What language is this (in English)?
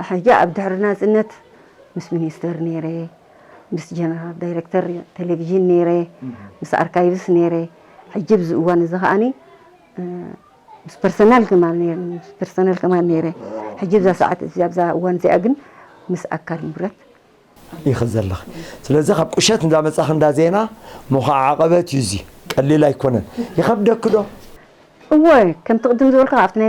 Tigrinya